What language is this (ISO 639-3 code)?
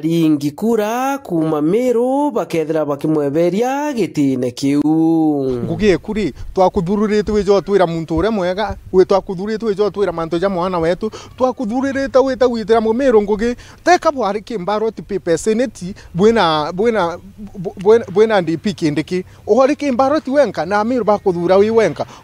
mer